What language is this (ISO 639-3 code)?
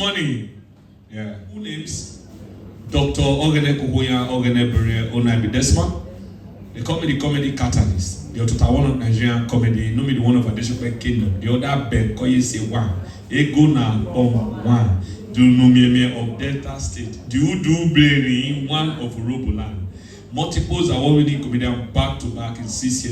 pcm